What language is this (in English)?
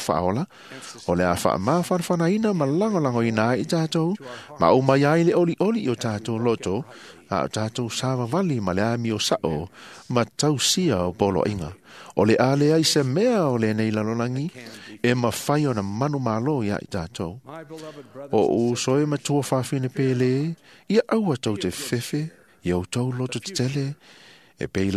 Samoan